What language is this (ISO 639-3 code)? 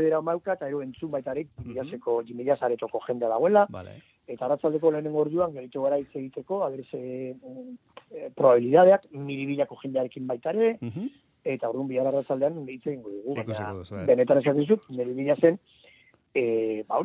eus